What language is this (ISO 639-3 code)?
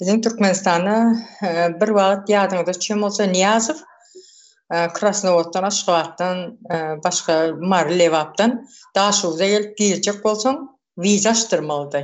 tuk